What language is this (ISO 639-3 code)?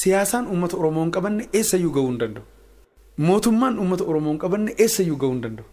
orm